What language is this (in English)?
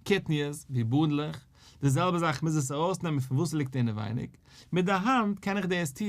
Yiddish